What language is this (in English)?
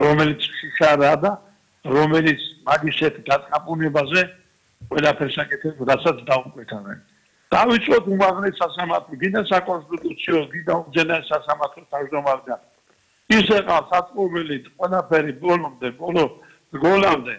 Georgian